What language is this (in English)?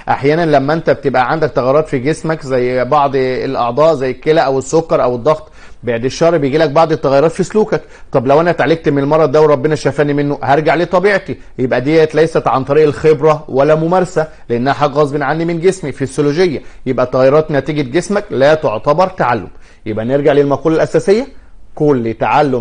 Egyptian Arabic